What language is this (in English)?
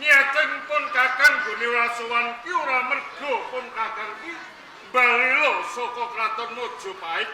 Javanese